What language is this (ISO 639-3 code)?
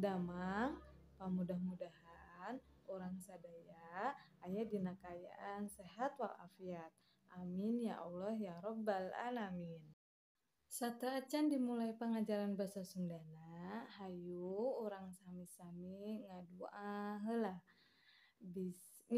sun